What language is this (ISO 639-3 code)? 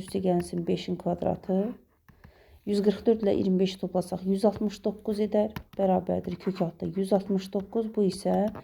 aze